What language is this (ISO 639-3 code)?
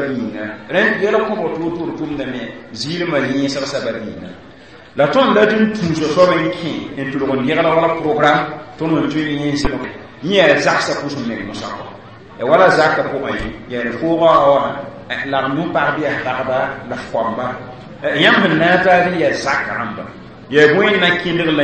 mos